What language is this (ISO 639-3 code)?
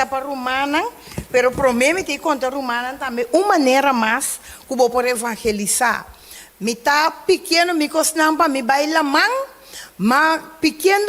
pap